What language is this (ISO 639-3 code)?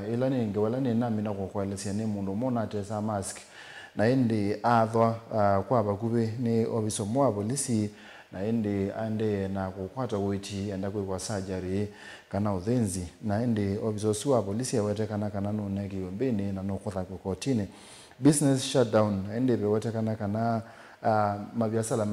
kam